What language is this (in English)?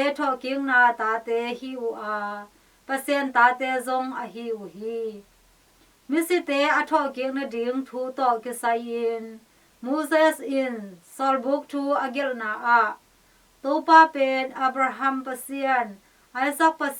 Tedim Chin